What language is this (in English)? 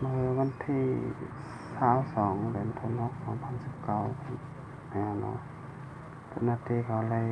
Shan